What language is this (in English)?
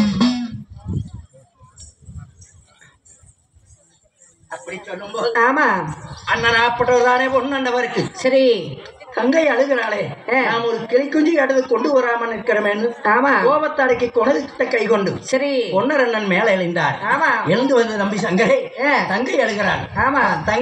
Tamil